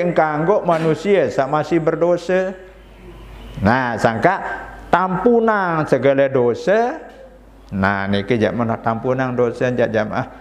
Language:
Sasak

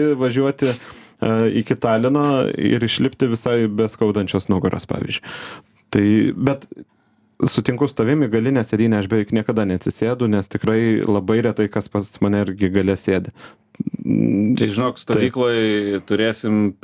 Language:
Lithuanian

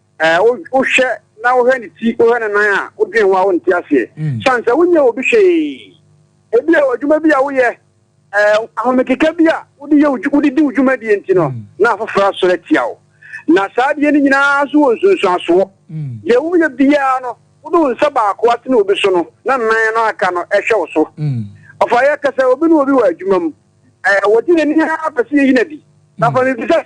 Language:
Akan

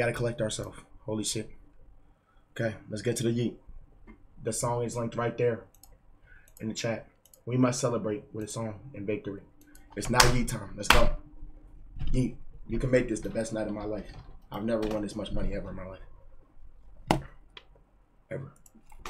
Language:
English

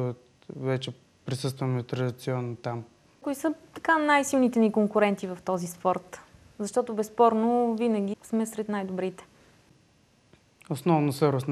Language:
Bulgarian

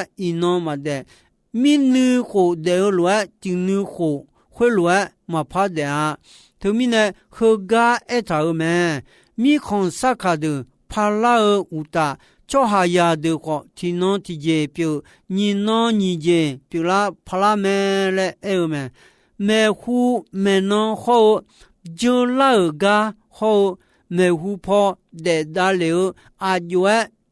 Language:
Akha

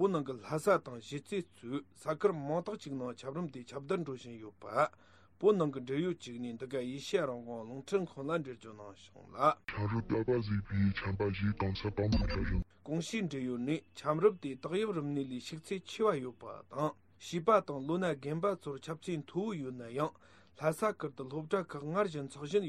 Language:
Tibetan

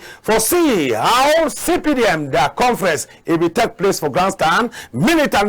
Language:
Cameroon Pidgin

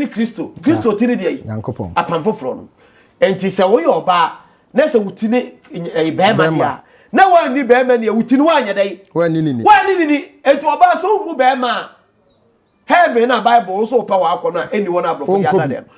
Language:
Akan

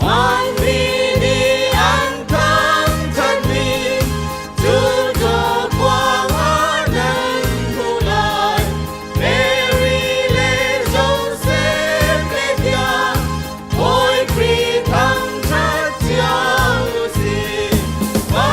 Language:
Hakha Chin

